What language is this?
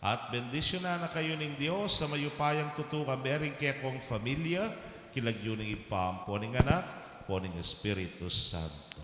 Pampanga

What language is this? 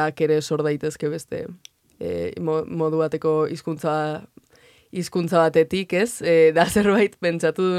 Basque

